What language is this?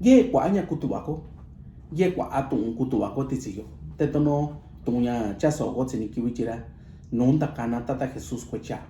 Mixtepec Mixtec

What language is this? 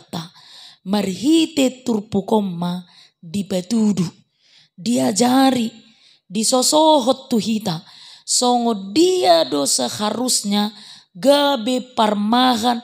Batak Toba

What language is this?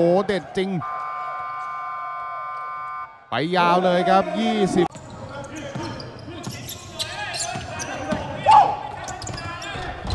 Thai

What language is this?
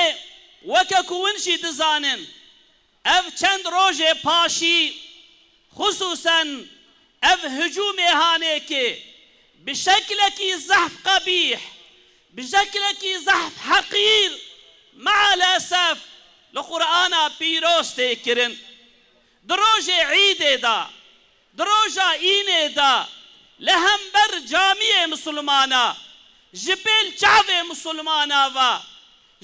Kurdish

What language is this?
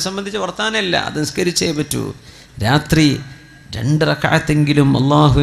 Malayalam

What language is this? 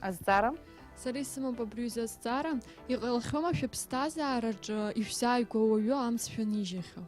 Abkhazian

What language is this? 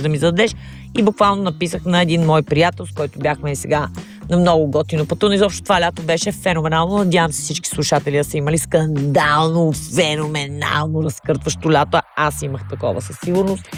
Bulgarian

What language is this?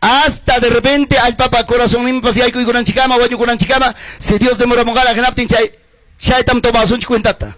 Ayacucho Quechua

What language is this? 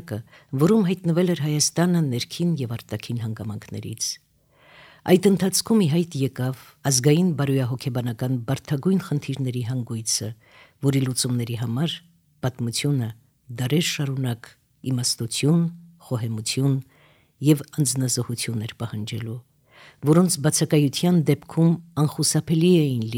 Armenian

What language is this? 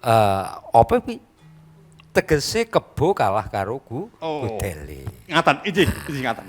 Javanese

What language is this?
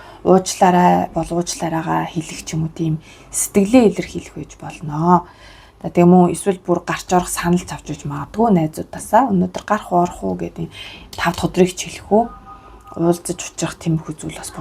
Mongolian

